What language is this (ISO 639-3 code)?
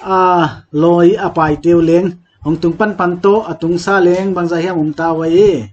pck